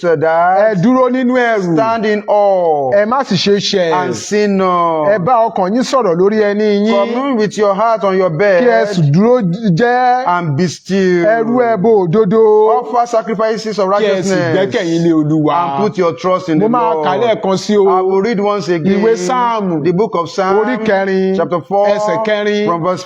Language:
Yoruba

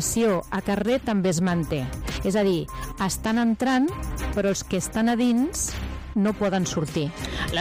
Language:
Catalan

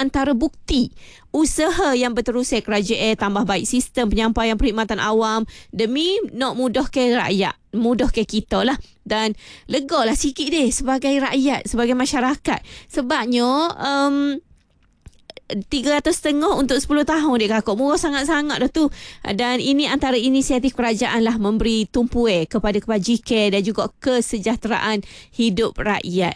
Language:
Malay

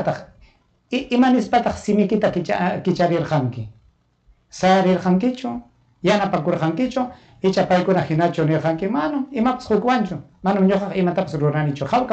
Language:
Ayacucho Quechua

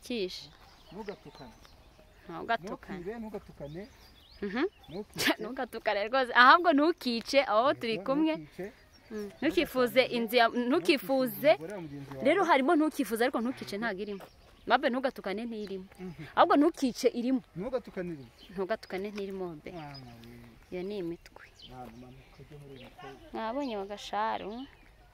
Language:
Kinyarwanda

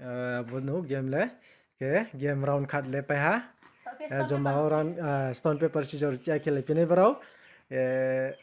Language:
Riang (India)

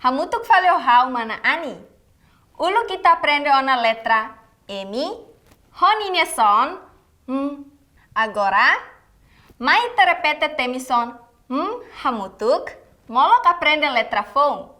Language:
Tetum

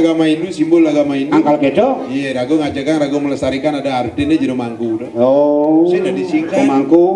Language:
Balinese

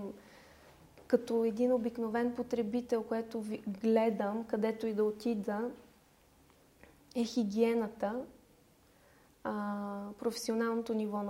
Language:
Bulgarian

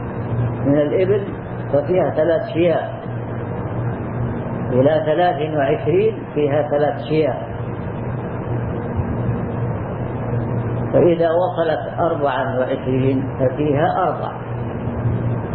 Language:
Arabic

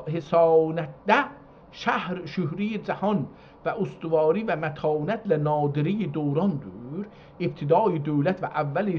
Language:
South Azerbaijani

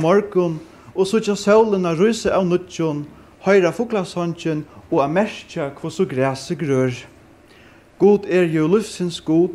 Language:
Faroese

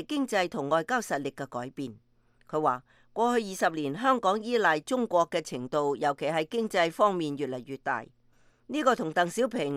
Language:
Cantonese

